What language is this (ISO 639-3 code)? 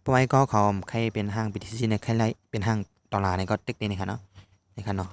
shn